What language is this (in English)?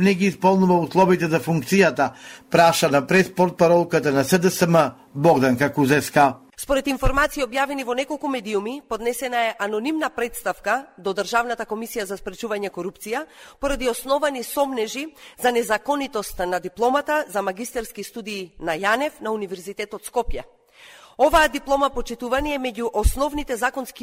Macedonian